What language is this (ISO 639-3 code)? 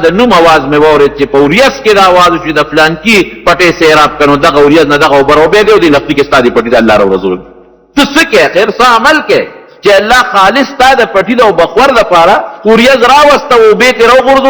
pus